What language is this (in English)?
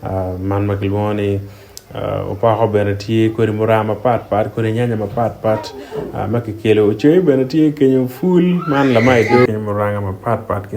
Acoli